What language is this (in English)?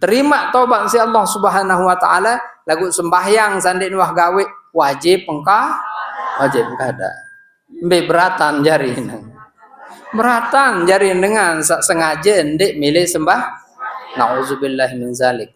Sasak